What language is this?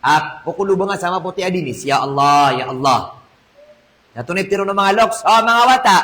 Maranao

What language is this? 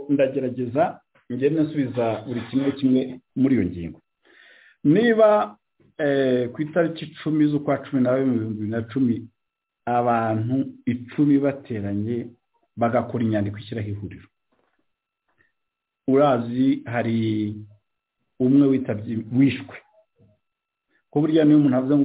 Kinyarwanda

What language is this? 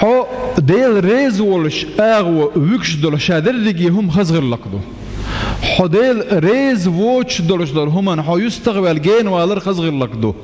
Chechen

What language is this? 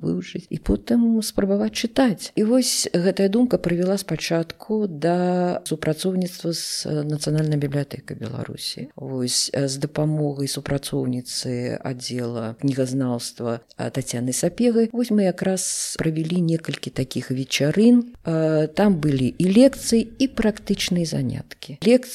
Belarusian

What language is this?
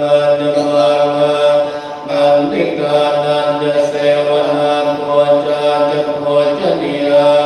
Pali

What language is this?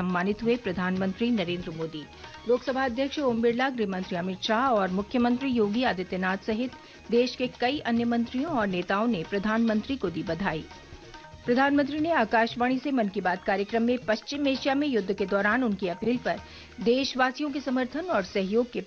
Hindi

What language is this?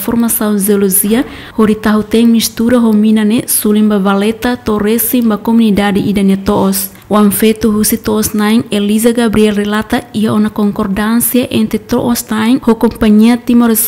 Tetum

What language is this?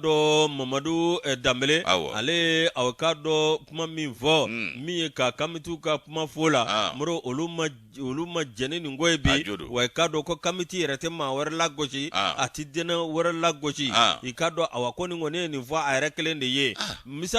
Bambara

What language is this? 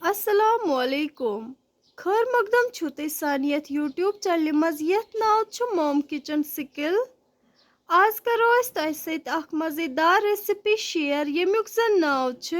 Kashmiri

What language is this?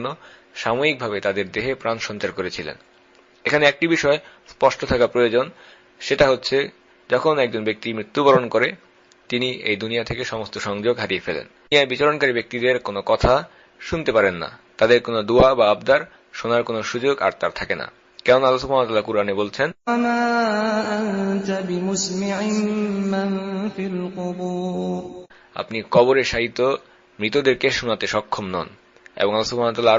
Bangla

